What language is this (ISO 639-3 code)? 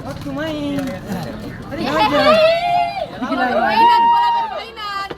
abs